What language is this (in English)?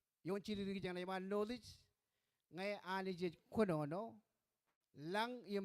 Marshallese